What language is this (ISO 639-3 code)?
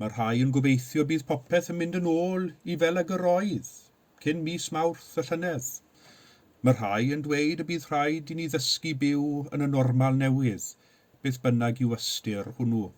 cym